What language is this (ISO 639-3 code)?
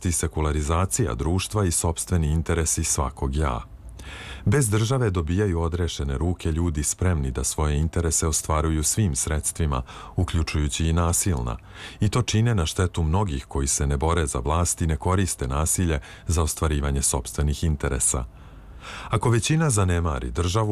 srp